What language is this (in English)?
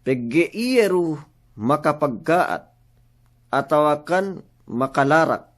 Yakan